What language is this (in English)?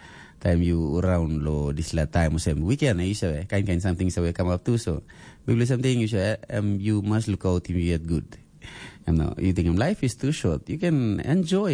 Tok Pisin